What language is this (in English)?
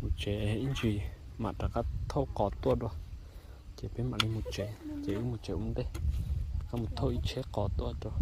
Hmong